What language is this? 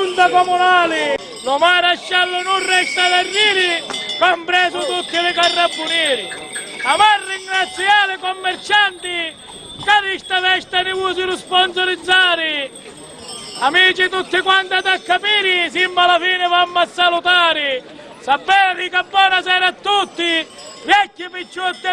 Sicilian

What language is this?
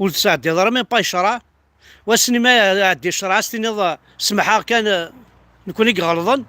Kabyle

